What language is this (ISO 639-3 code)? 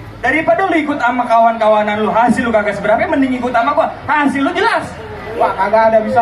bew